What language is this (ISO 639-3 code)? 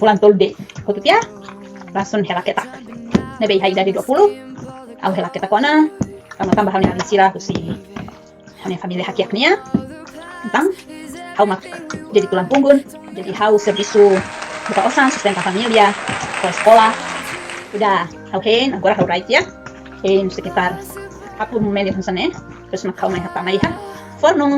tet